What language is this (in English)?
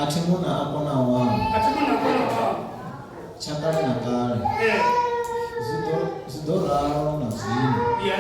Venda